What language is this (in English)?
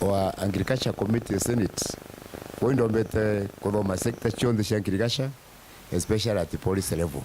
Meru